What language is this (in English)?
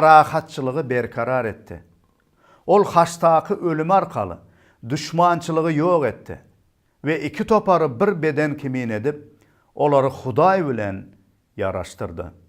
Turkmen